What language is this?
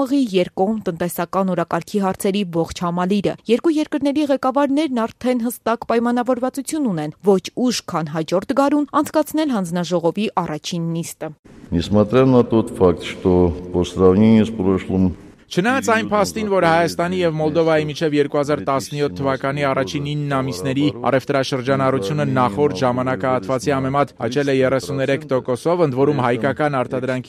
Armenian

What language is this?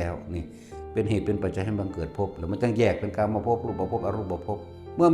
Northeastern Thai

